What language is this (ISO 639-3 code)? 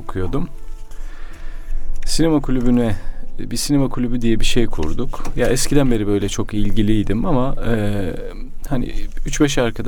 tur